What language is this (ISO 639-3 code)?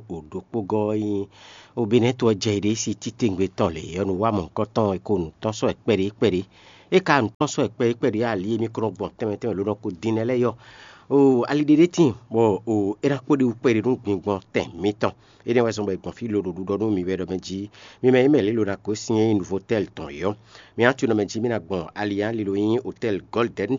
fon